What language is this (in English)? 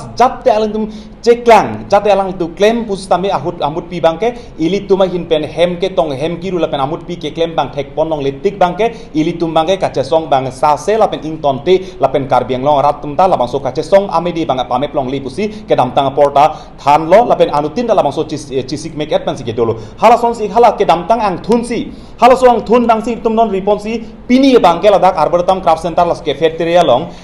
Karbi